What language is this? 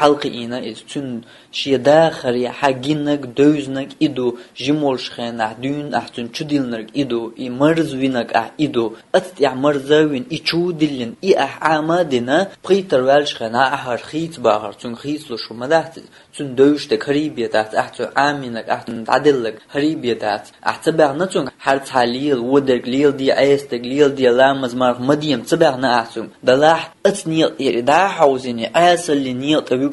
Chechen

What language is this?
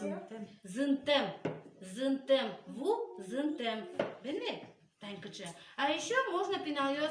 Udmurt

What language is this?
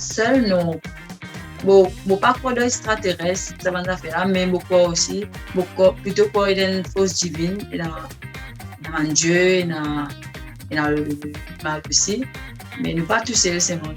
Morisyen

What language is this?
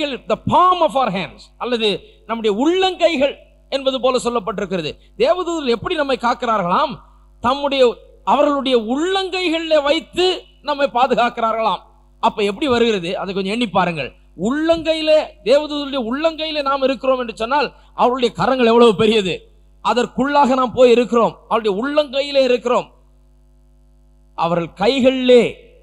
Tamil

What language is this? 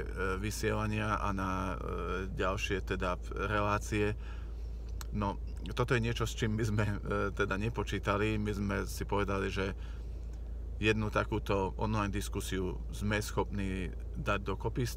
Slovak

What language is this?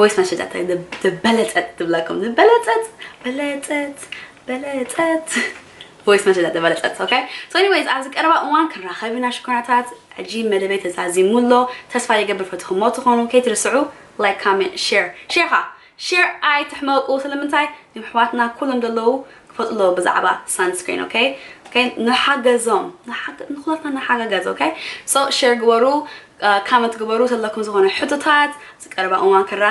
Tigrinya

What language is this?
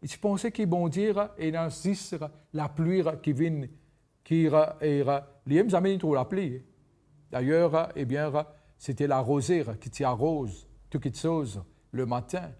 Morisyen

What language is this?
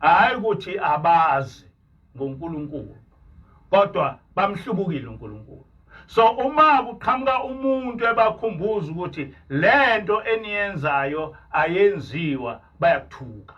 Zulu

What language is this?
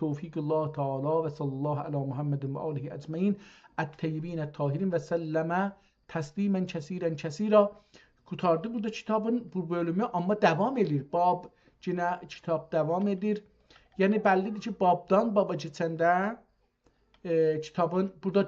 South Azerbaijani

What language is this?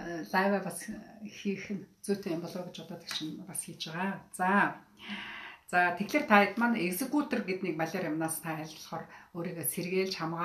Mongolian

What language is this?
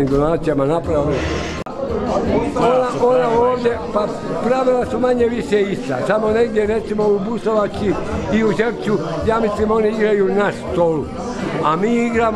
Croatian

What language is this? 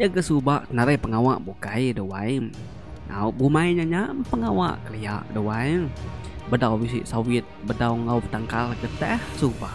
Iban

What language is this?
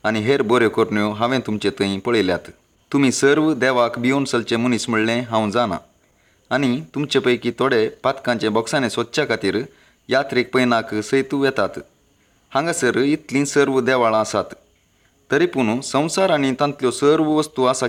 Konkani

